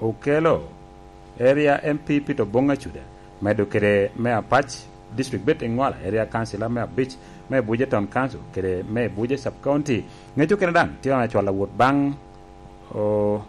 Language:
Lango (Uganda)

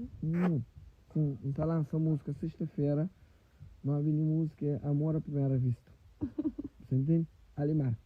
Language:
Kabuverdianu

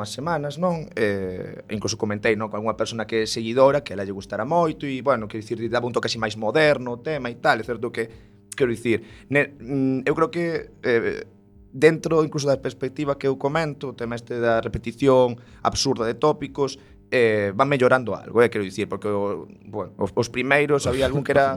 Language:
Galician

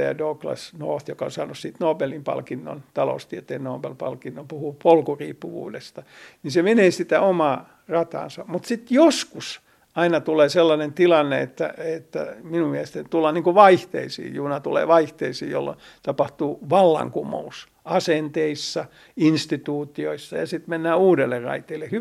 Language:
Finnish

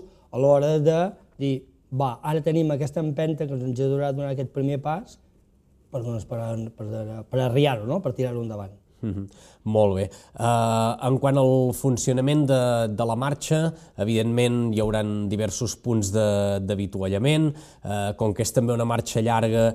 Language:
Catalan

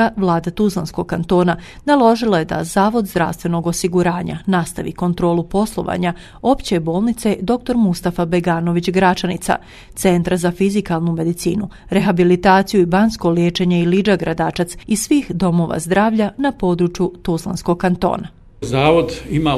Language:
Bosnian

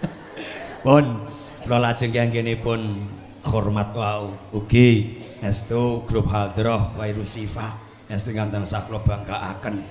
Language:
Javanese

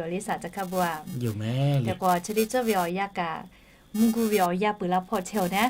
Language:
Lahu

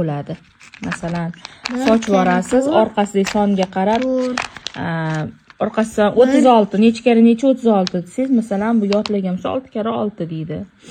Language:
Uzbek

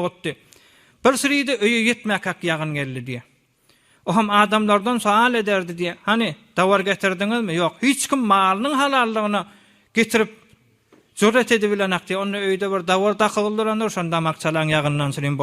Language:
Turkmen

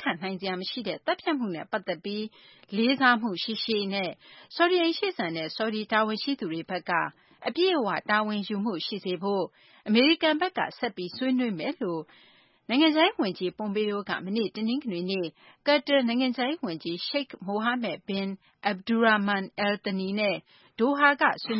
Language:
Burmese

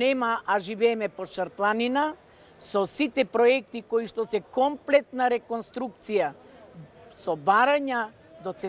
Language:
Macedonian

